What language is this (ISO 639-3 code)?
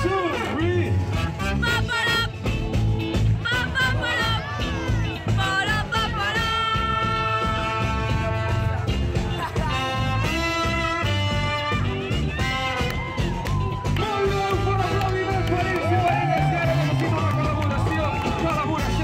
cat